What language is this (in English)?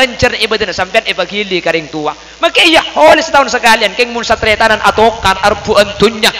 Madurese